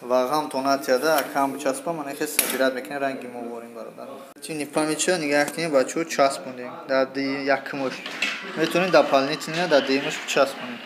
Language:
Tajik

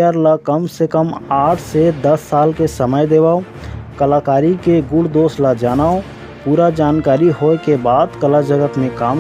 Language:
Chhattisgarhi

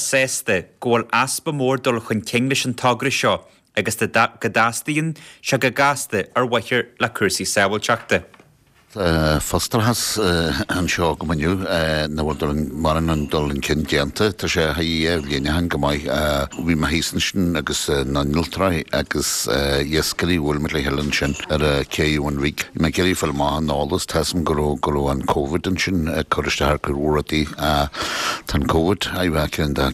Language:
Irish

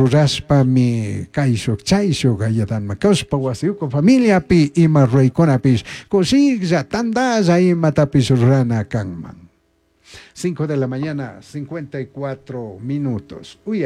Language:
Chimborazo Highland Quichua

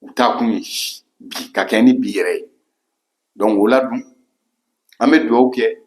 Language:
Bambara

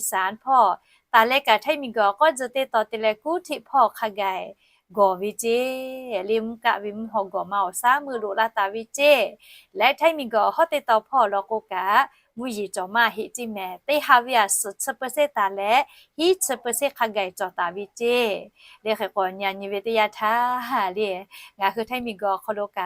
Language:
Lahu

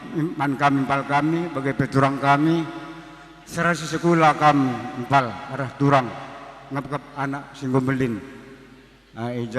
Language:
Batak Karo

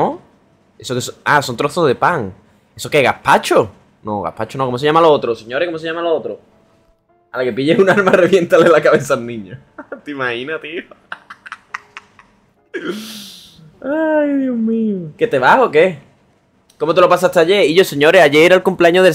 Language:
Spanish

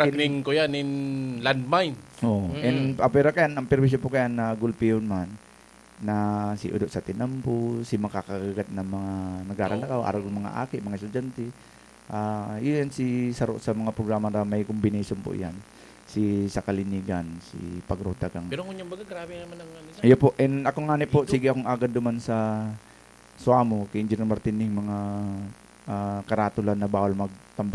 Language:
Bikol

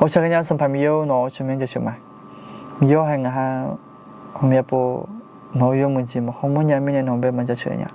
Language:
Akha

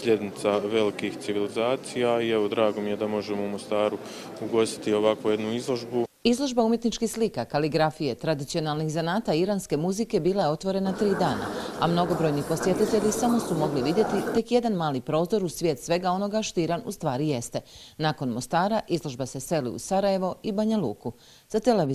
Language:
Bosnian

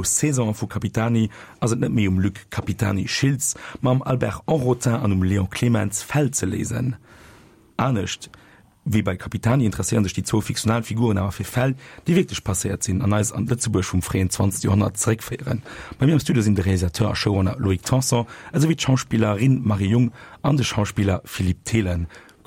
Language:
Luxembourgish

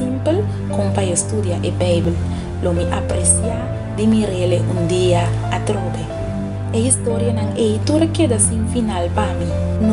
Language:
Papiamento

